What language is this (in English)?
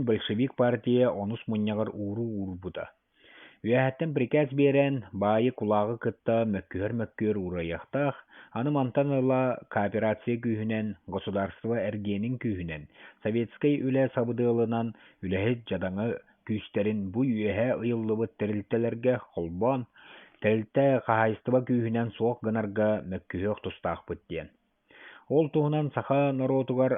Yakut